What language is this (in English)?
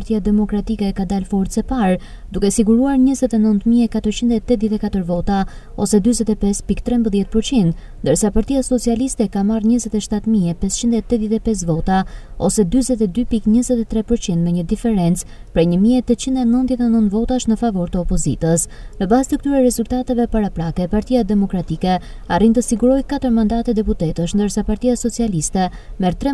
Albanian